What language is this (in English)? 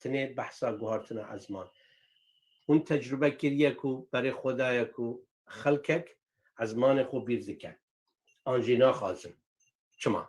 Kurdish